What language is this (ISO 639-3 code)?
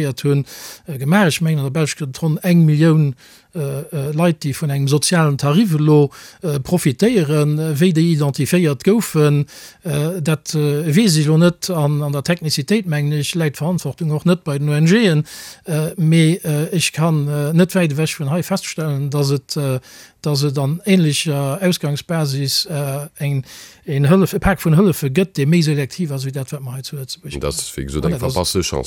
ltz